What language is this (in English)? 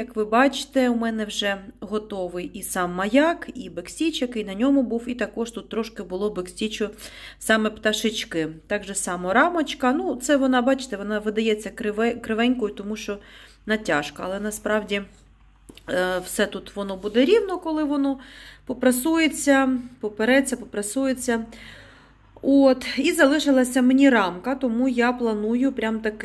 Ukrainian